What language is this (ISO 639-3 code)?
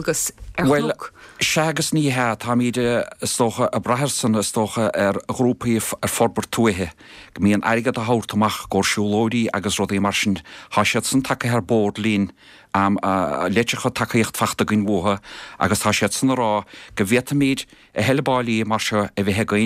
gle